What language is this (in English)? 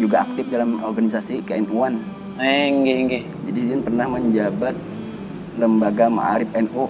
Banjar